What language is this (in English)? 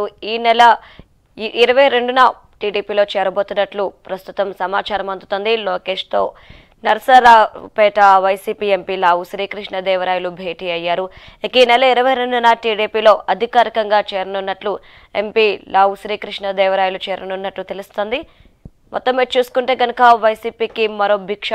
Telugu